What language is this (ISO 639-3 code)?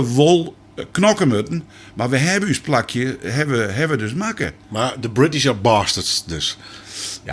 fry